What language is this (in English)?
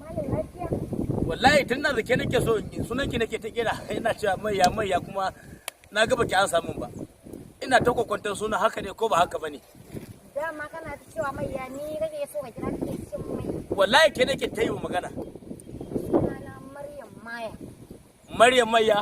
Hausa